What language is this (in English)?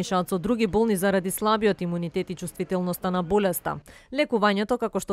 Macedonian